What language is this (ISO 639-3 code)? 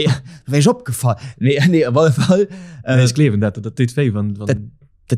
ltz